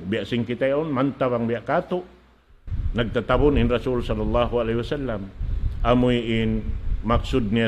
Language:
Tausug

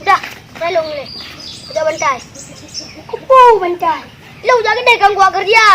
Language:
Achinese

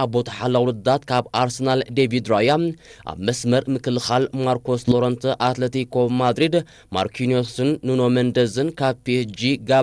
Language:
Tigrinya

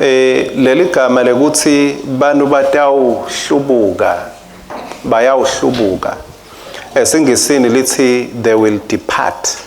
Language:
Swati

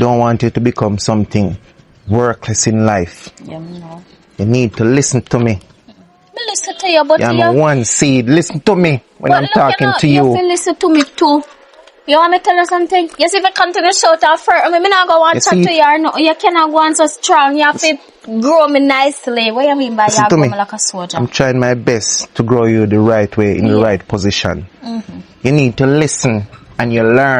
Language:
Jamaican Creole English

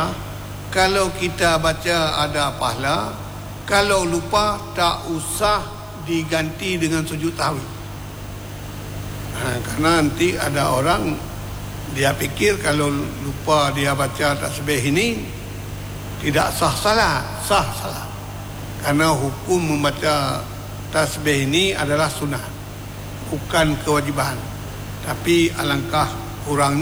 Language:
Malay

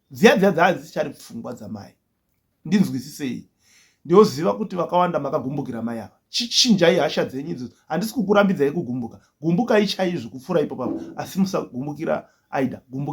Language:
Shona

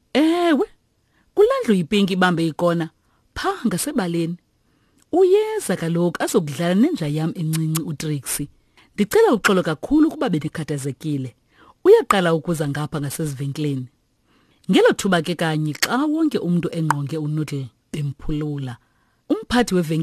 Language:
Xhosa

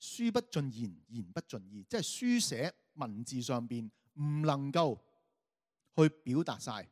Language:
Cantonese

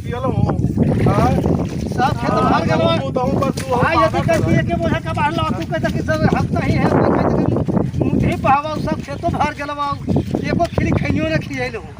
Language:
Magahi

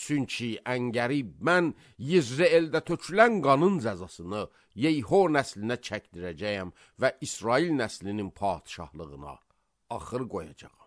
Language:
Azerbaijani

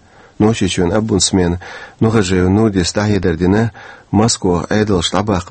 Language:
Chechen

